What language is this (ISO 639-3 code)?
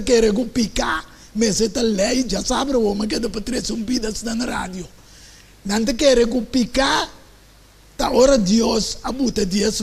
pap